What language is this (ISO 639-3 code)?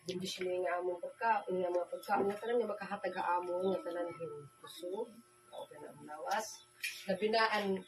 war